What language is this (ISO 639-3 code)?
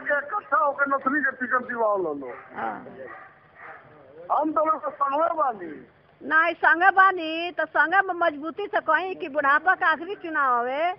bho